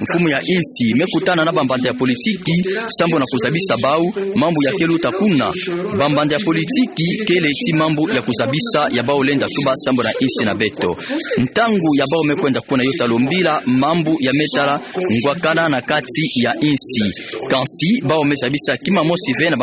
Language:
Kituba (Democratic Republic of Congo)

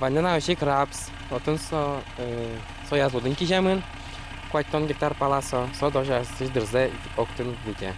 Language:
Udmurt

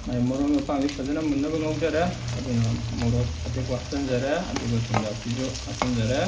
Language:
Manipuri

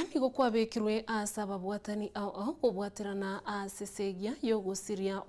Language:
Gusii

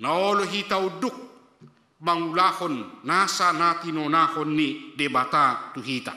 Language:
Batak Toba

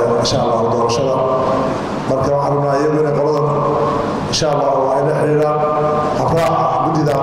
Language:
Somali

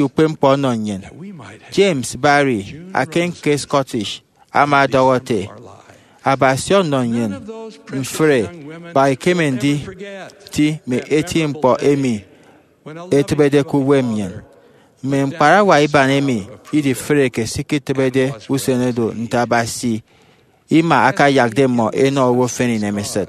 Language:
Efik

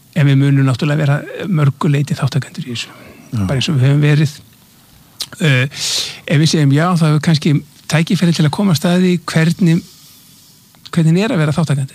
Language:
Icelandic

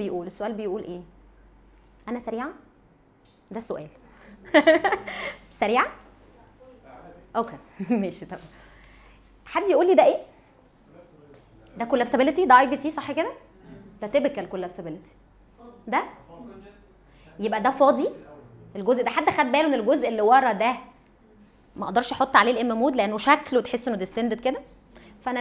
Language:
Egyptian Arabic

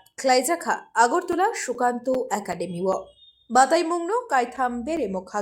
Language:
Kok Borok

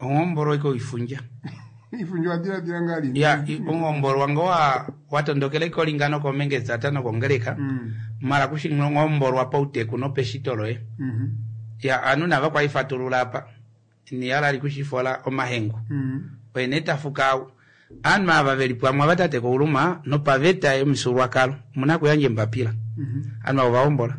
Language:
Kuanyama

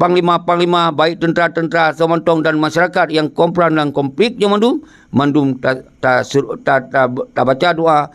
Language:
Achinese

